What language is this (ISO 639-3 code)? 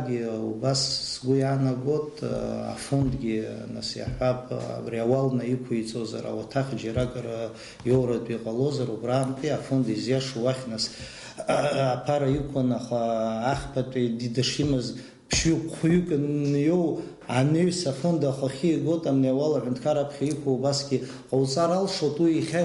abk